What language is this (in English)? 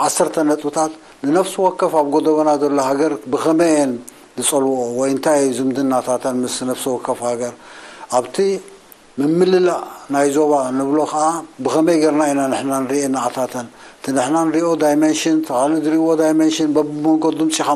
Tigrinya